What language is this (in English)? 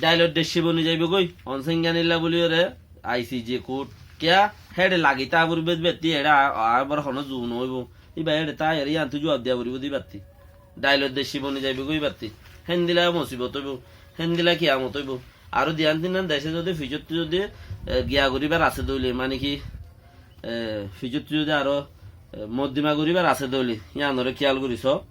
Rohingya